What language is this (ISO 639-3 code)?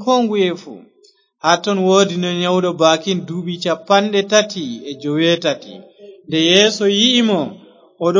ful